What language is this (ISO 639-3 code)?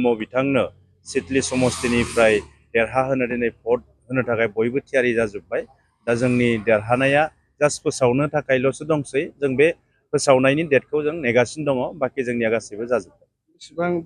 brx